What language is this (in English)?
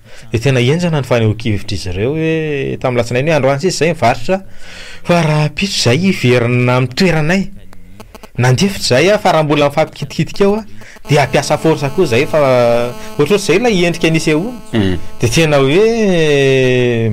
Malagasy